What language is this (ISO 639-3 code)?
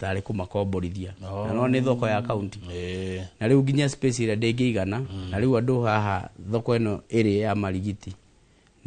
kik